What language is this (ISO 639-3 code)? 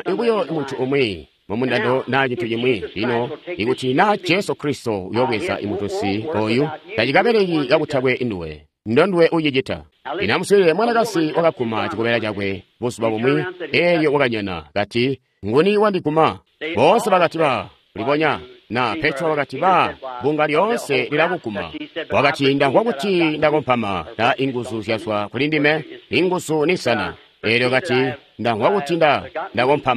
toi